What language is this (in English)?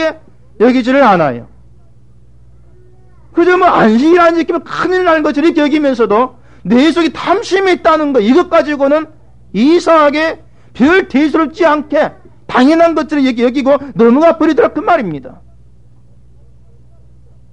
Korean